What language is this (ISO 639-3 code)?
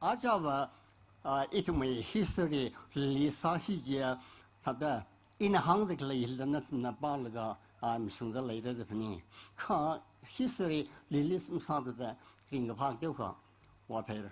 nmf